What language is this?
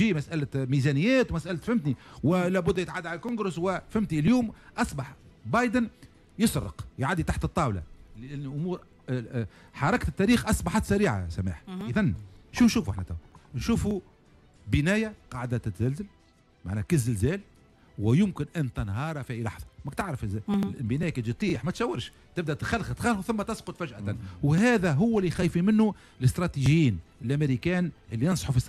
Tunisian Arabic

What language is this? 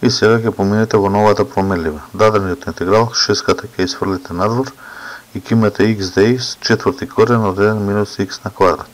Macedonian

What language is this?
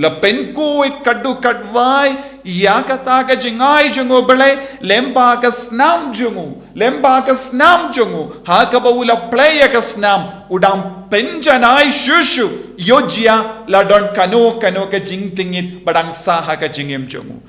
Khasi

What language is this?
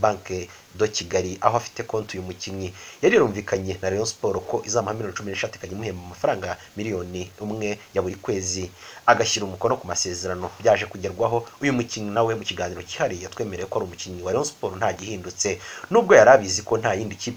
Kinyarwanda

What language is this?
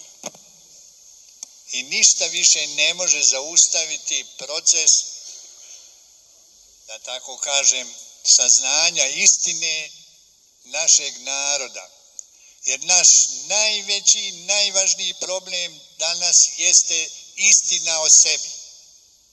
Bosnian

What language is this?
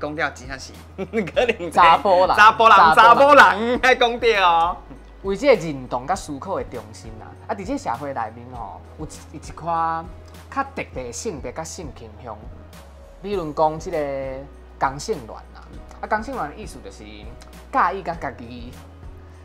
Min Nan Chinese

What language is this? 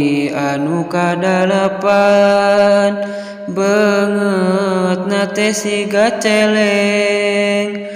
Sundanese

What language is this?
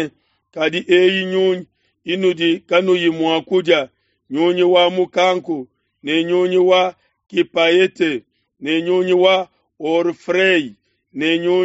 Luba-Lulua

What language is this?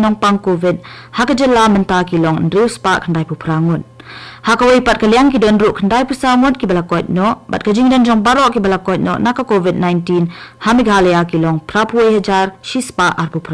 Khasi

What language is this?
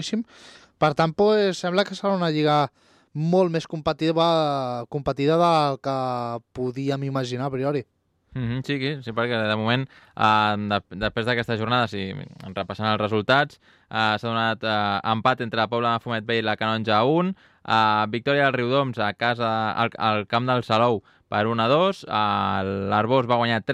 Catalan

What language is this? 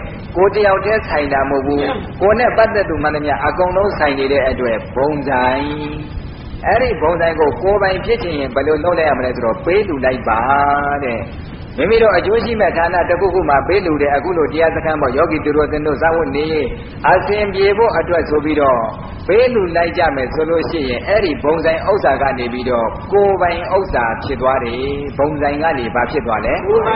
Burmese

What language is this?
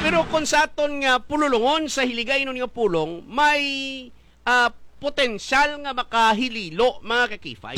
Hiligaynon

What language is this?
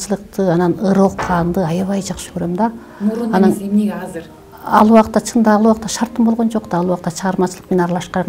Kyrgyz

